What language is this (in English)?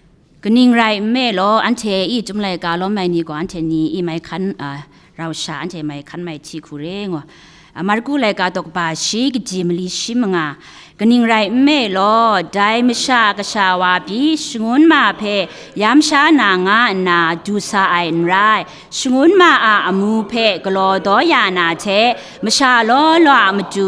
Kachin